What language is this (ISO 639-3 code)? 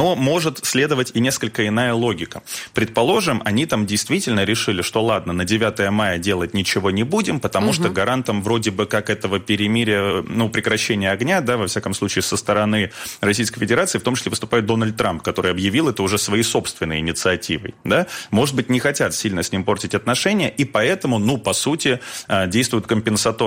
rus